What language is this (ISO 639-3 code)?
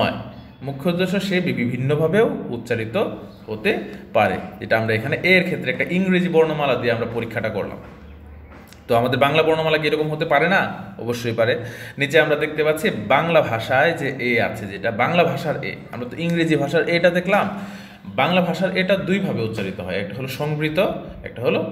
ben